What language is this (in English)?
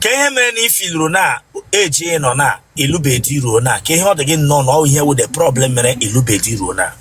Igbo